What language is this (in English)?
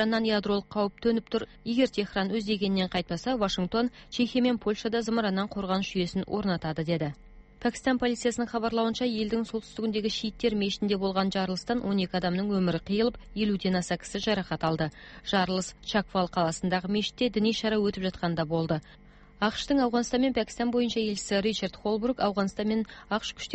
Kazakh